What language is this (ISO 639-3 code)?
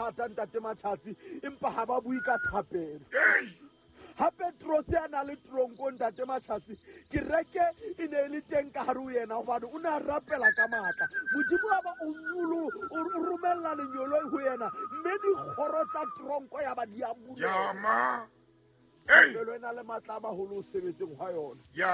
sot